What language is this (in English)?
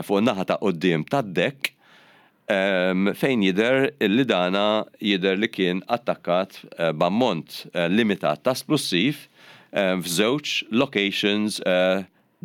Maltese